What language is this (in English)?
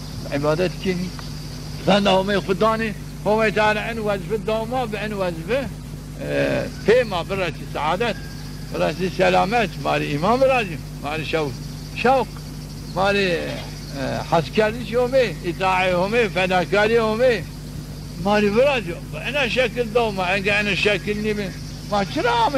Zaza